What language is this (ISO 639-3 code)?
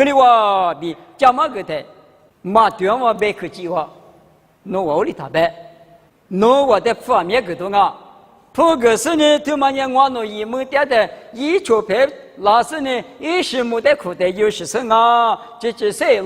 lis